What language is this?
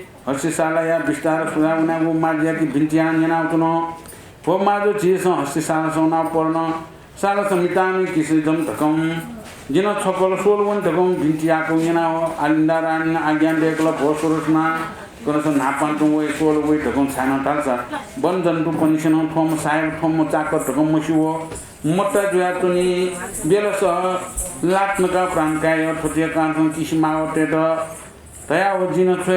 Newari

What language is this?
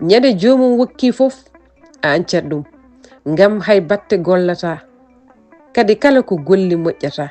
Fula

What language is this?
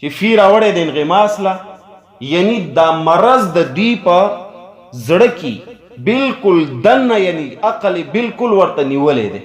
Pashto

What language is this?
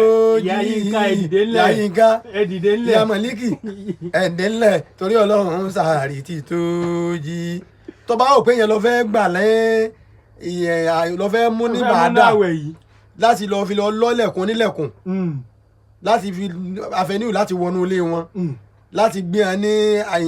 Yoruba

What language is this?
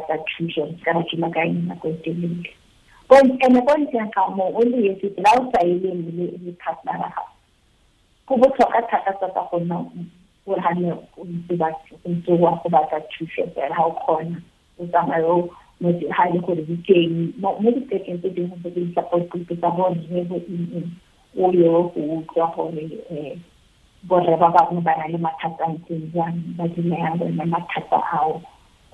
Tswana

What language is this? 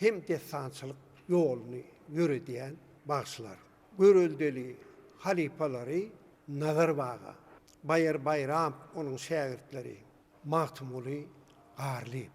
Turkmen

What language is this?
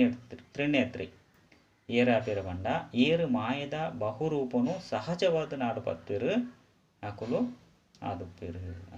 Tulu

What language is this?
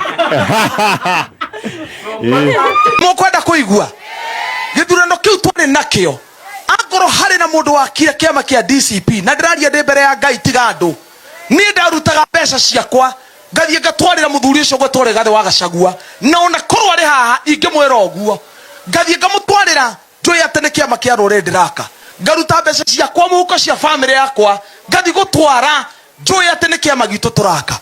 Kikuyu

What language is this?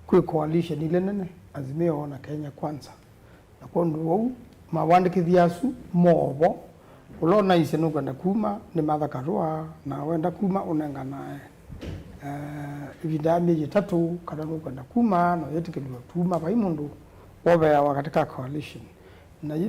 Kamba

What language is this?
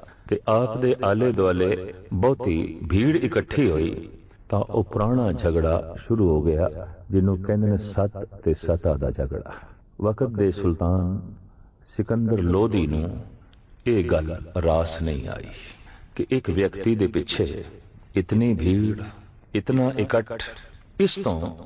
Punjabi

